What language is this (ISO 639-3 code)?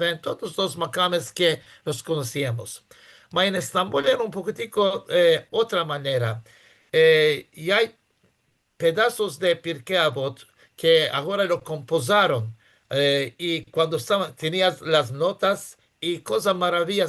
lad